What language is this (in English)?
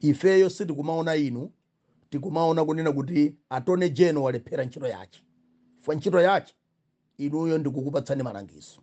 Nyanja